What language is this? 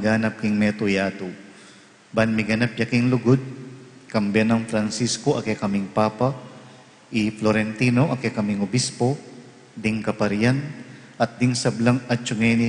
Pampanga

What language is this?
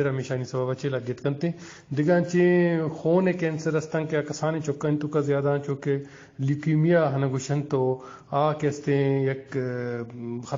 Eastern Balochi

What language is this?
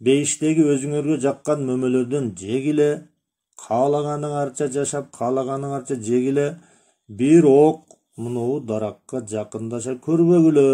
Kyrgyz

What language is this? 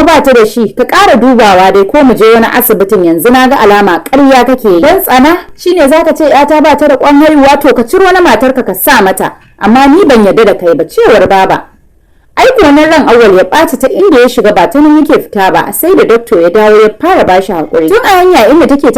Hausa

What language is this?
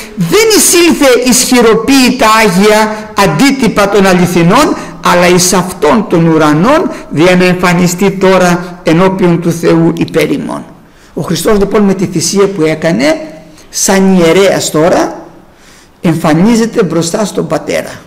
Greek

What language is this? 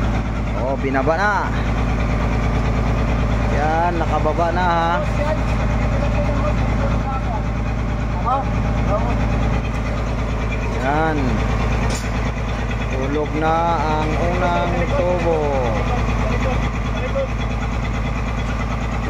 Filipino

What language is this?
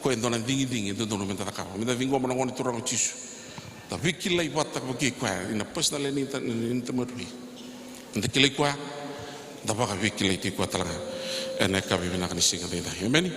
Fijian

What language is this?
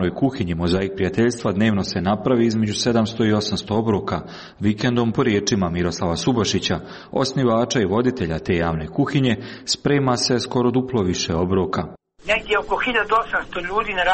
Croatian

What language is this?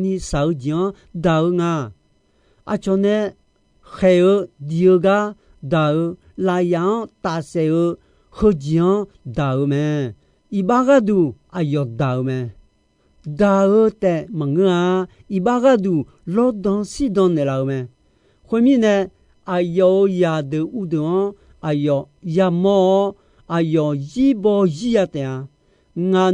Akha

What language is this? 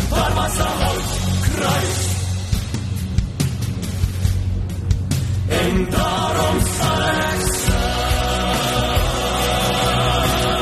Afrikaans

